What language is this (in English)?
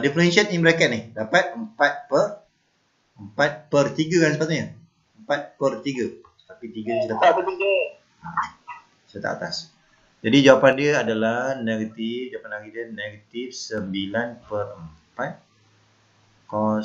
Malay